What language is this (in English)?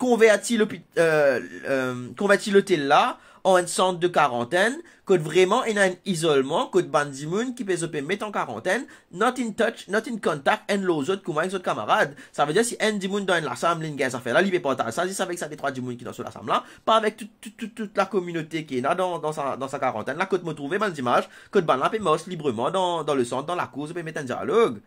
Morisyen